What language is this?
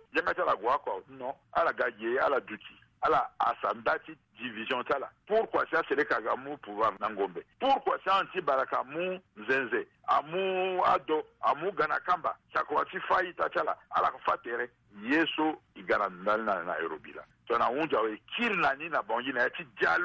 Sango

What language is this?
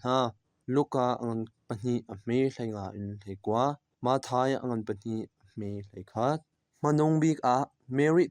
Hakha Chin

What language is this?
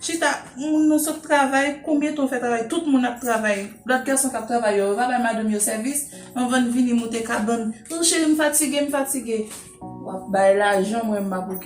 Haitian Creole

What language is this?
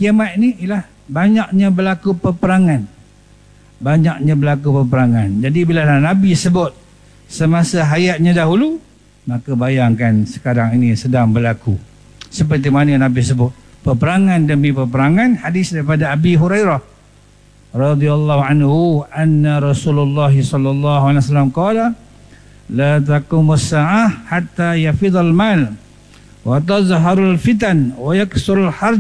Malay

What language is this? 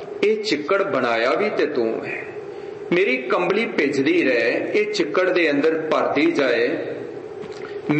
Punjabi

